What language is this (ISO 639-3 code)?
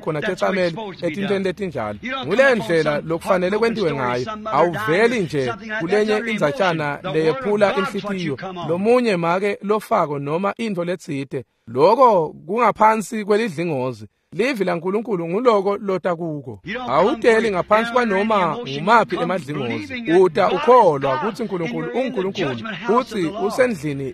ssw